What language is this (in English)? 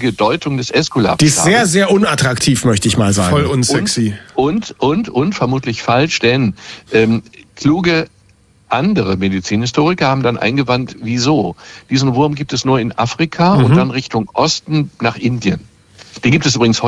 German